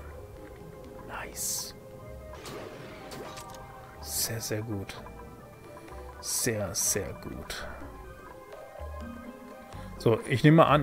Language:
German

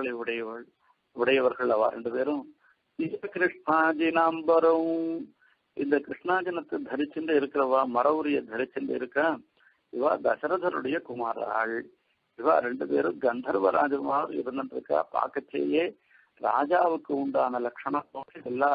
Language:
Tamil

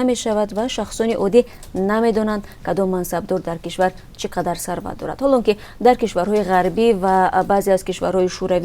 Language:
Tajik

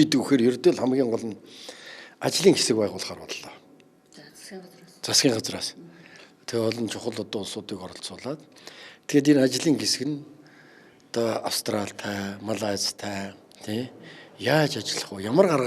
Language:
Mongolian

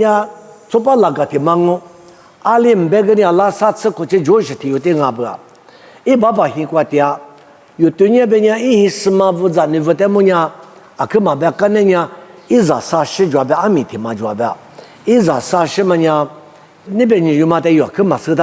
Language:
Lisu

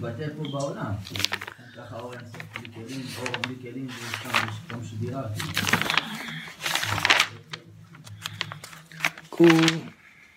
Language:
Hebrew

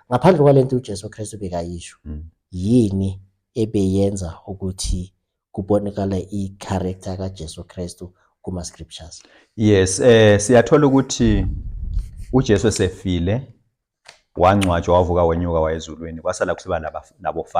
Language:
Zulu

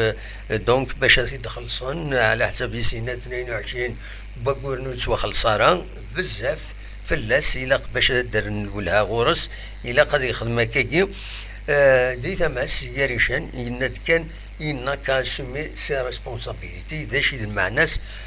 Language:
Kabyle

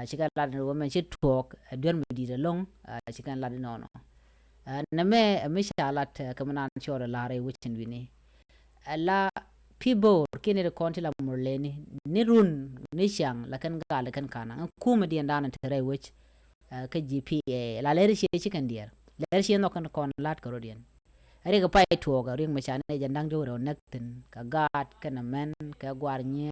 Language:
Nuer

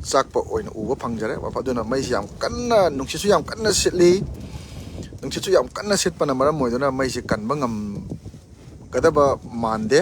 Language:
Manipuri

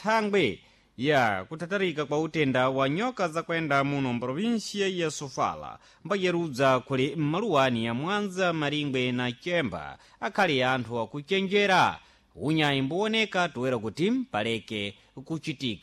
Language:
Sena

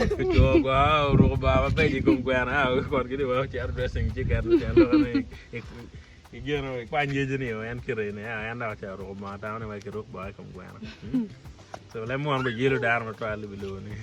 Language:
Acoli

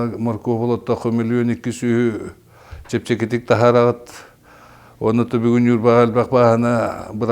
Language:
Yakut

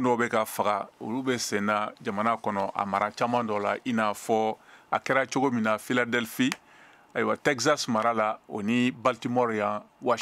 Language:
Bambara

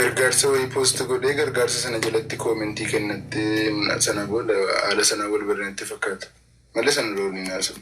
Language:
Oromo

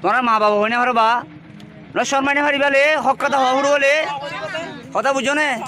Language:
Rohingya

